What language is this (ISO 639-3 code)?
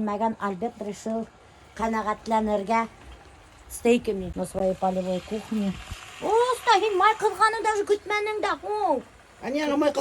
bak